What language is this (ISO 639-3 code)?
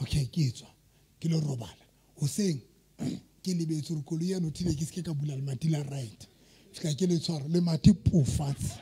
sot